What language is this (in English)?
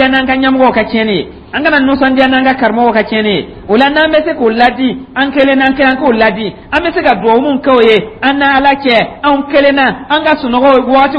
Dyula